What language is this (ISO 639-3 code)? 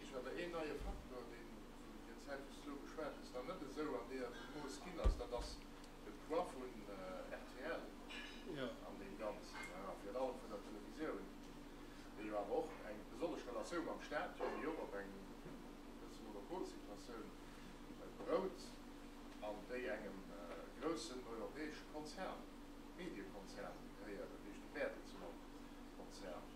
ltz